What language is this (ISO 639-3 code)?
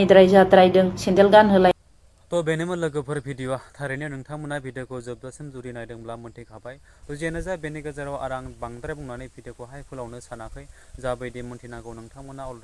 brx